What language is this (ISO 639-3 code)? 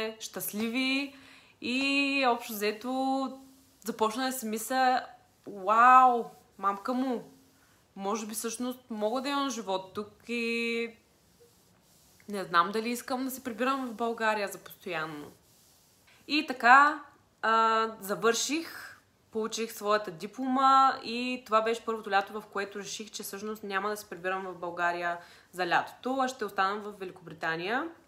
bul